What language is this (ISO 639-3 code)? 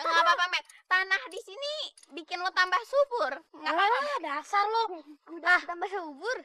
bew